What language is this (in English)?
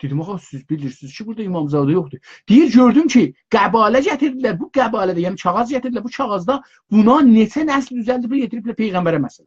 South Azerbaijani